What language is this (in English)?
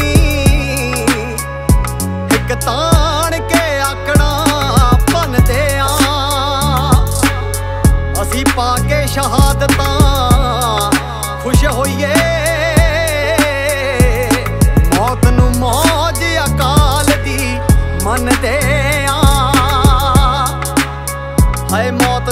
Punjabi